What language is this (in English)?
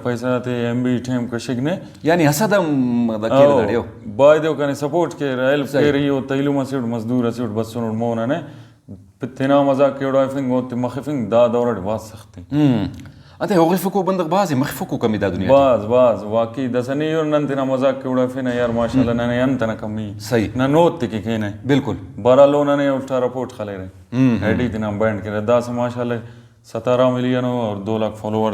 Brahui